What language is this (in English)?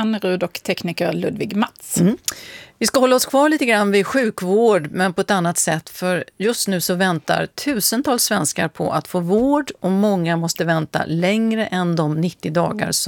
Swedish